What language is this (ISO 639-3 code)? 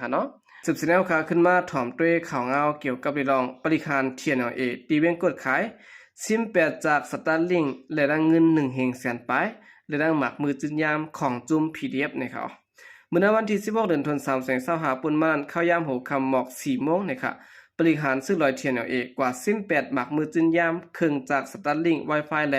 shn